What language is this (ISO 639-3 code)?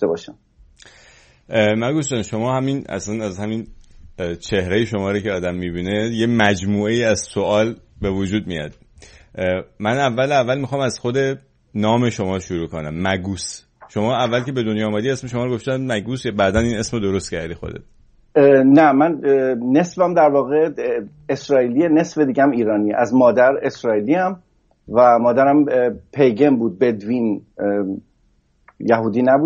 fas